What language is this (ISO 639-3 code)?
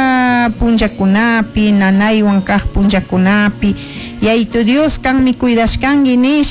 qug